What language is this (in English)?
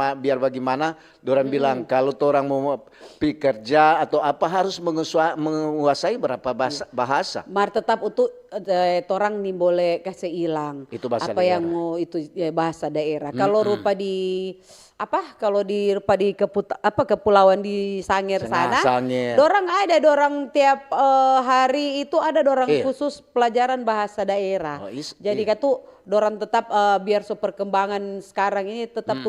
Manado Malay